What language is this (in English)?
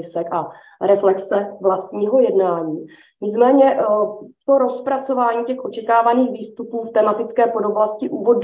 Czech